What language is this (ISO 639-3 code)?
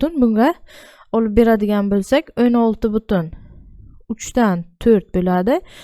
uzb